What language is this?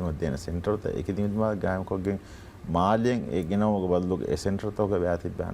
Divehi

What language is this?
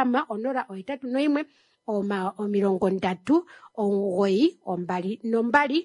Kuanyama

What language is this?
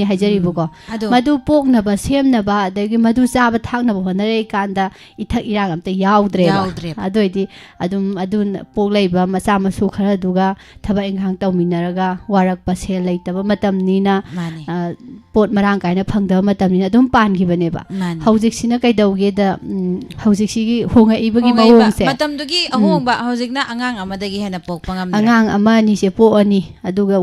Manipuri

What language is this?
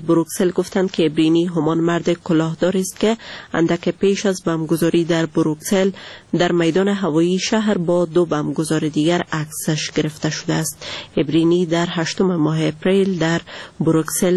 Persian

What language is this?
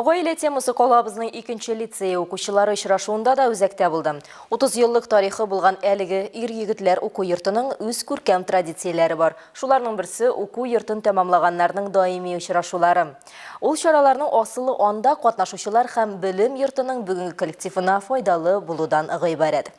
Tatar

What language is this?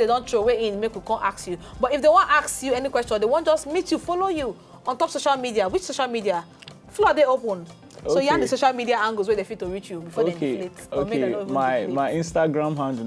Nigerian Pidgin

